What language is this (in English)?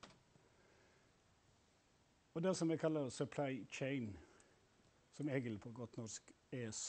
Norwegian